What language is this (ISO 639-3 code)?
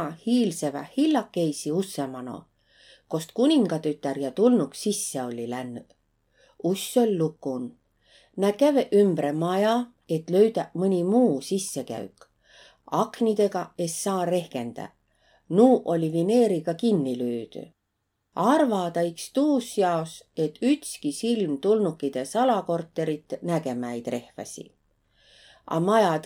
vro